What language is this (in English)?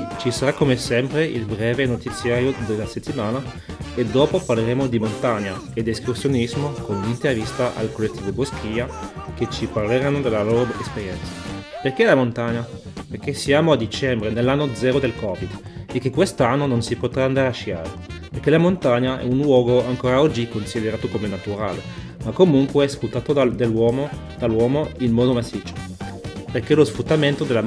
Italian